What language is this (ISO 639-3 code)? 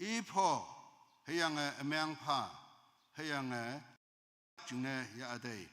nbe